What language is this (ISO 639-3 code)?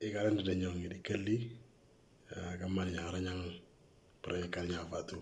mor